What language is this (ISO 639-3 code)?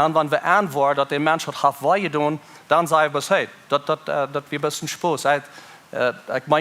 pdt